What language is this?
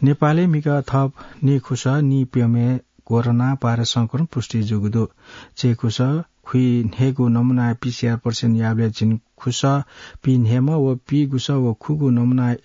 Newari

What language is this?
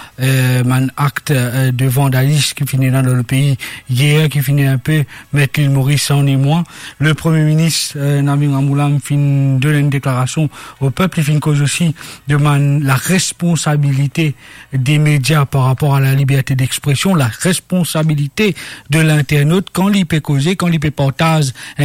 Morisyen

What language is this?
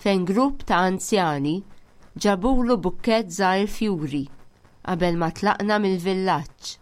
Maltese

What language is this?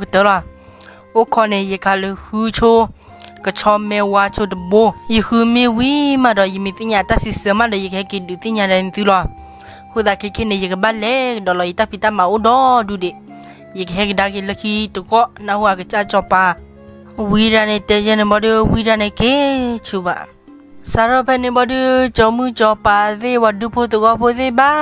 S'gaw Karen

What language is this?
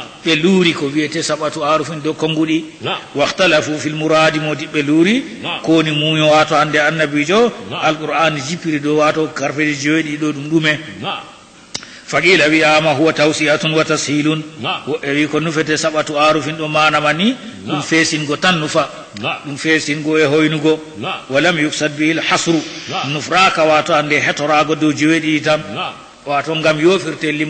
Fula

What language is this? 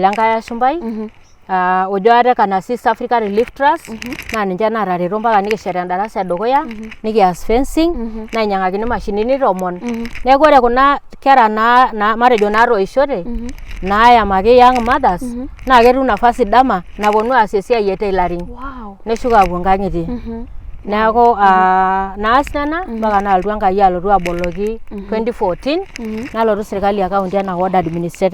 Masai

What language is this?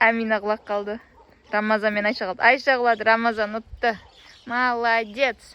Kazakh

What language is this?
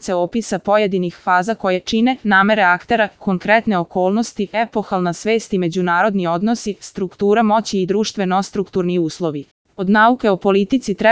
Serbian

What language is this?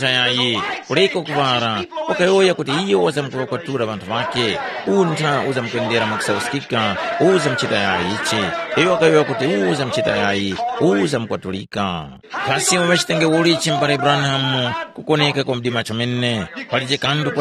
Tumbuka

